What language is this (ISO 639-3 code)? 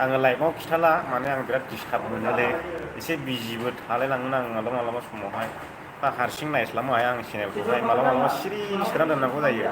brx